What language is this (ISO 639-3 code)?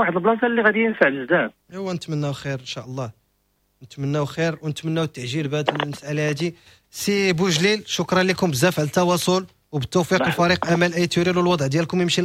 ary